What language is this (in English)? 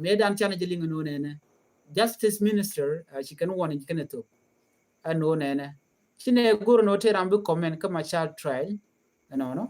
Nuer